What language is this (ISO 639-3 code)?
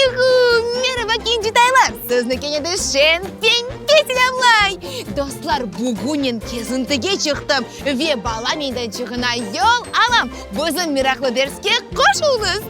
crh